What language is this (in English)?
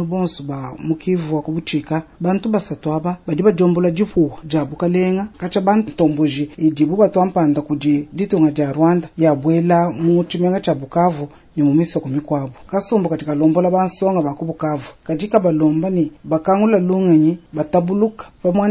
Luba-Lulua